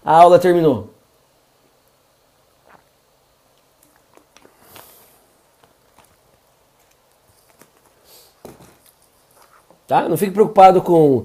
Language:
Portuguese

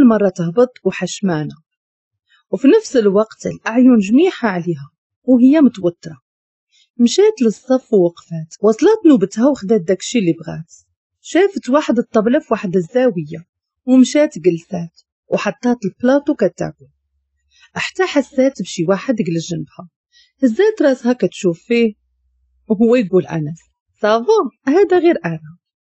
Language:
Moroccan Arabic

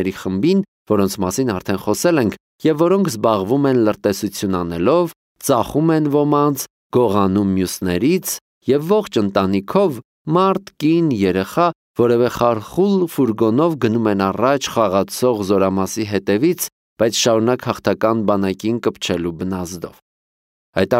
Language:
Armenian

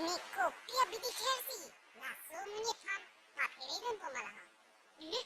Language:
Karbi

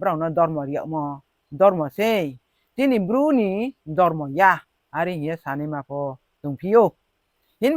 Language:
Riang (India)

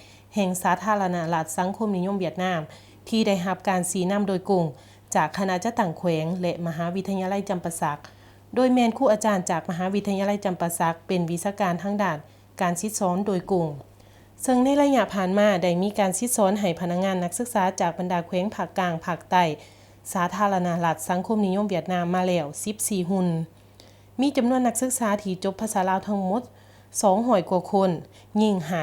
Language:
Lao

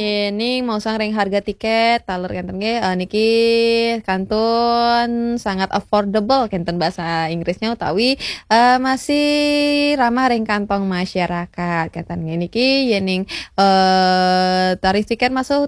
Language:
Balinese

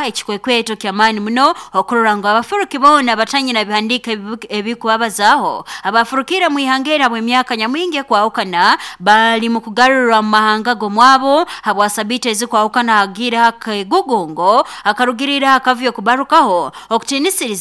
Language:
Nyankole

